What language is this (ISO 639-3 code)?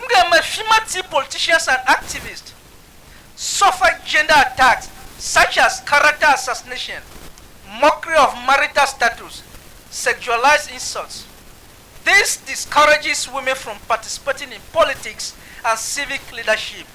tiv